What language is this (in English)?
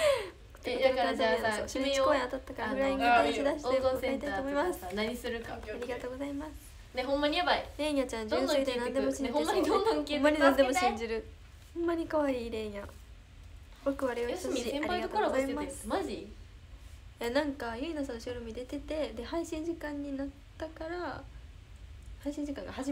Japanese